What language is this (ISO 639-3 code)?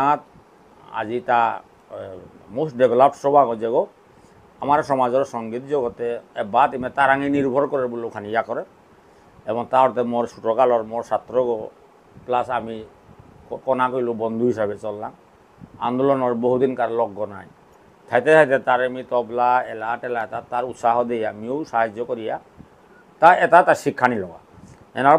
bpy